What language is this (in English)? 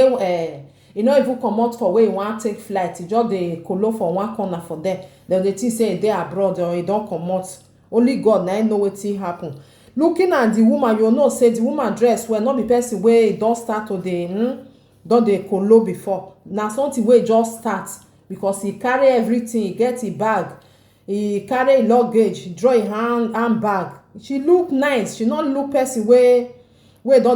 Nigerian Pidgin